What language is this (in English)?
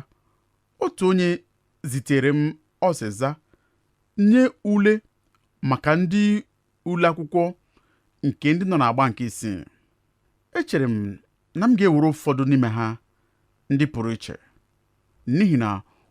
Igbo